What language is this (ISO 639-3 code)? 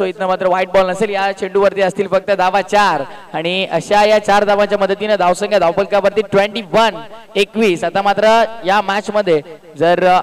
mar